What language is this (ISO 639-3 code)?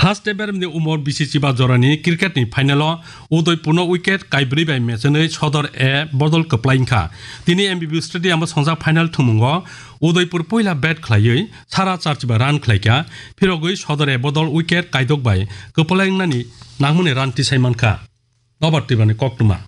trp